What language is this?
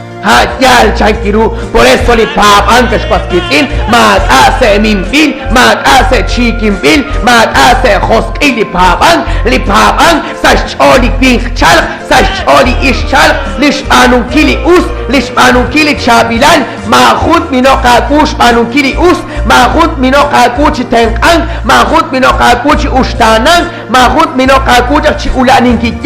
Kekchí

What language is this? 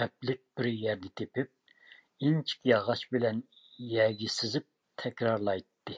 Uyghur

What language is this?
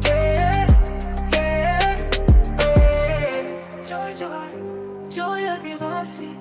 Santali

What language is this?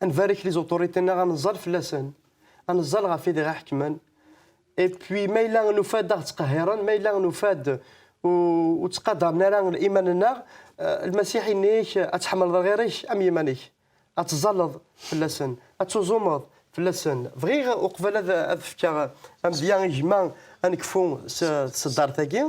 Kabyle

